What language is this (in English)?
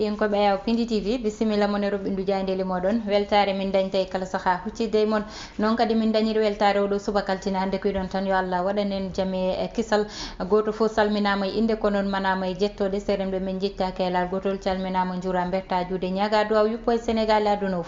Fula